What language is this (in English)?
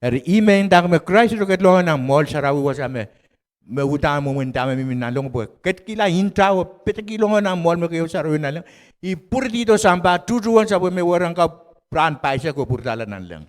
Pohnpeian